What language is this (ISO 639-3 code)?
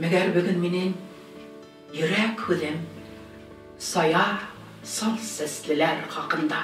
bak